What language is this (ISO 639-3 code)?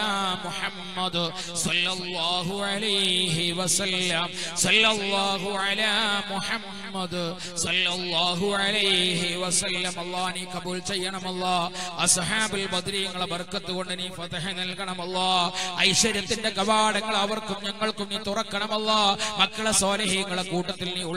mal